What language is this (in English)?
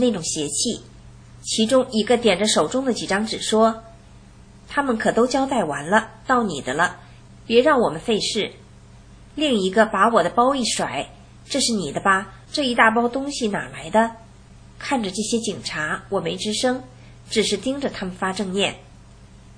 Chinese